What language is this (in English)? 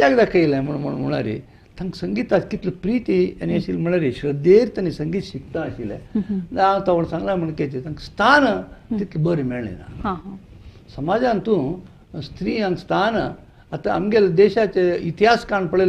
Konkani